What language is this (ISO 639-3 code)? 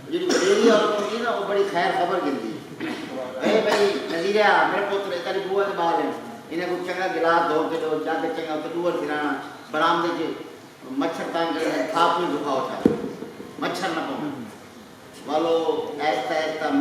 skr